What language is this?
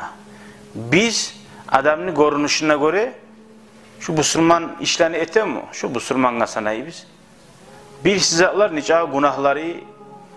Kumyk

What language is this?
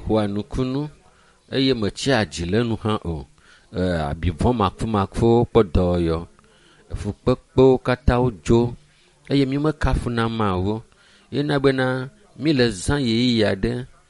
Ewe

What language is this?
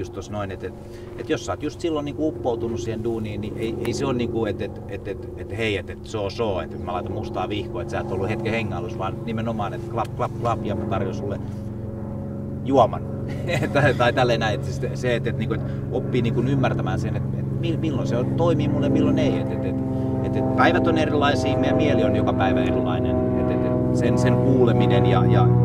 Finnish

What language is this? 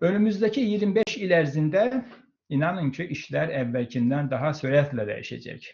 Azerbaijani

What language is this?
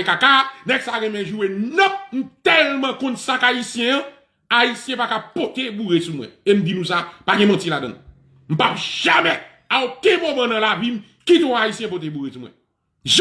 Haitian Creole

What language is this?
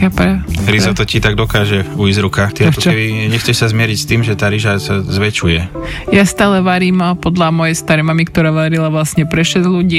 Slovak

